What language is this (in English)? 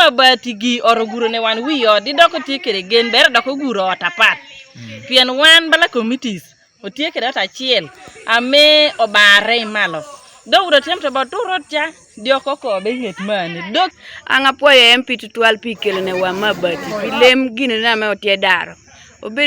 Teso